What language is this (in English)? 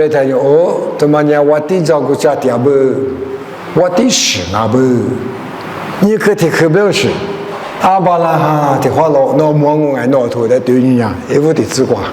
Lisu